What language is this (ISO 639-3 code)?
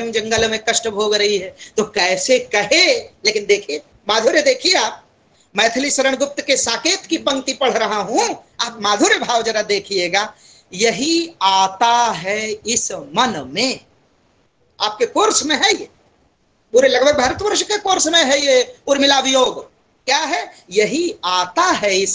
hin